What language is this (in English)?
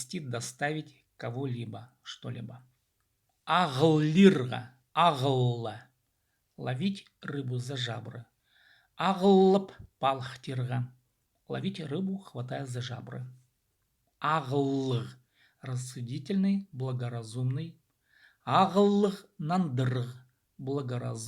Khakas